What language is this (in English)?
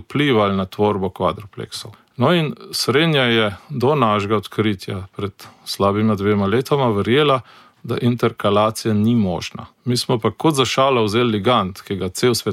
Slovenian